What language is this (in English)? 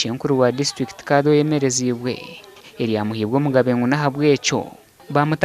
Nyankole